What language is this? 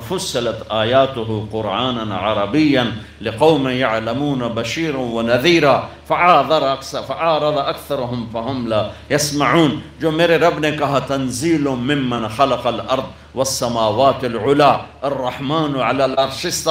Urdu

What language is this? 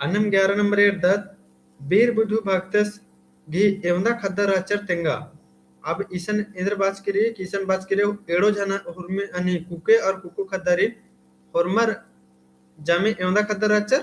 Kurukh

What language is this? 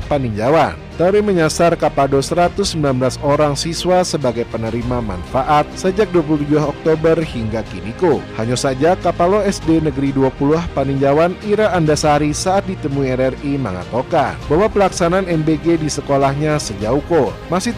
Minangkabau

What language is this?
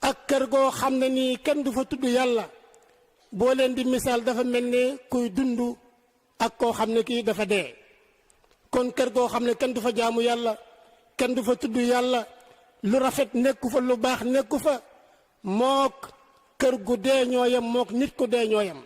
Wolof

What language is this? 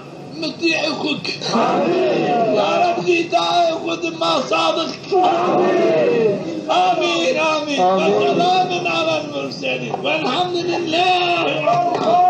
Zaza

